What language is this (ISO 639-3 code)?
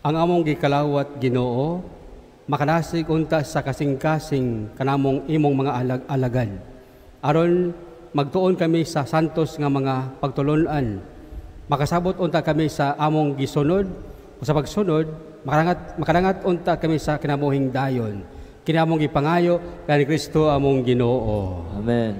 ceb